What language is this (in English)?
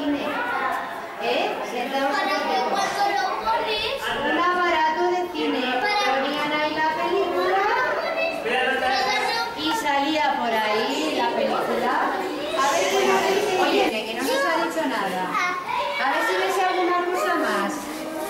Spanish